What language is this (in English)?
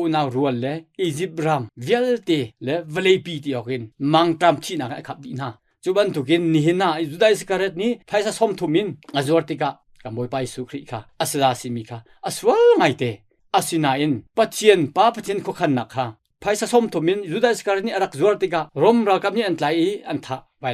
Hakha Chin